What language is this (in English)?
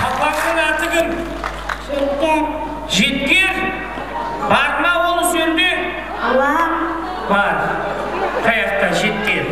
Kara-Kalpak